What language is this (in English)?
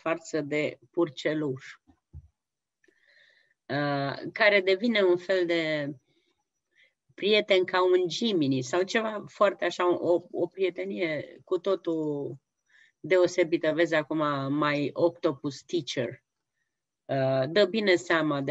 Romanian